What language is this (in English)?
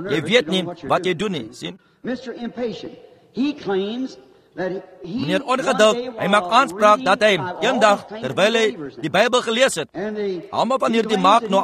Afrikaans